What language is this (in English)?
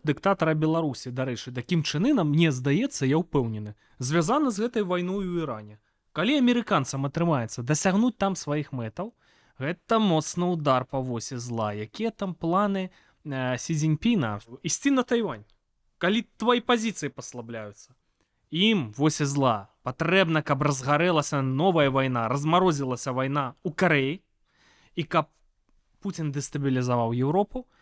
Belarusian